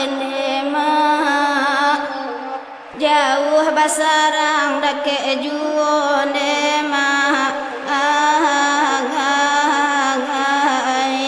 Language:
Minangkabau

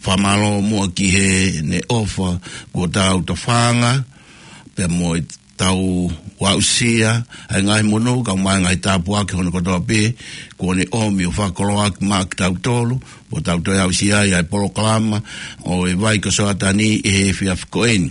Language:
Tongan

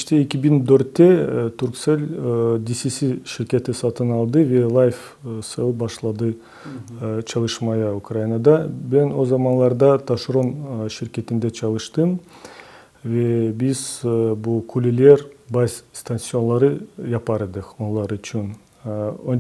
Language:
Crimean Tatar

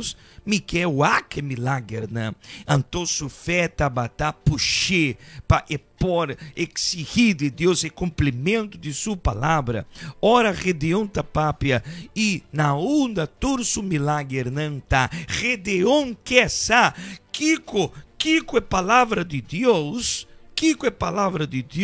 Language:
Papiamento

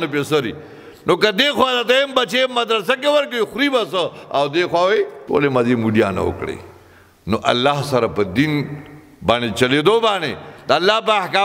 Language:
Pashto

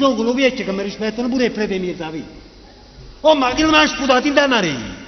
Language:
Neapolitan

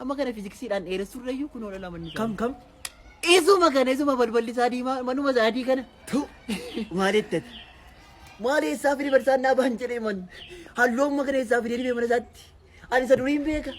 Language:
Oromo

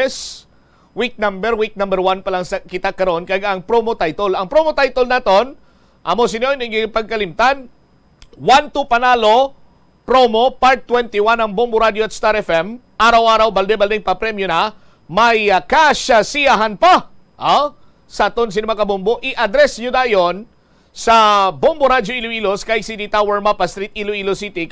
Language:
Hiligaynon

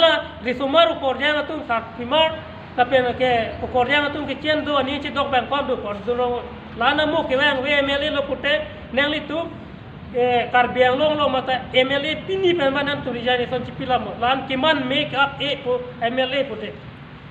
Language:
Karbi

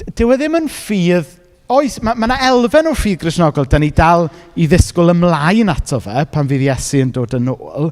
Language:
Welsh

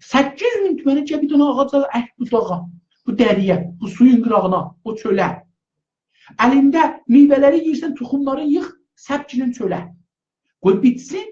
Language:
South Azerbaijani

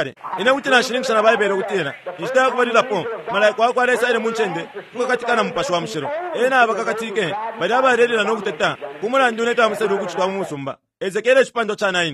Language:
Bemba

